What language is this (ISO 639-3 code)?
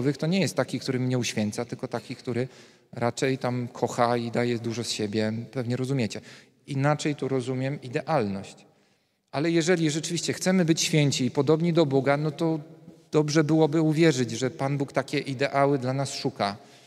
pol